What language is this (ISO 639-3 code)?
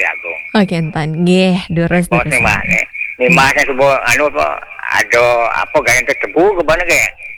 ban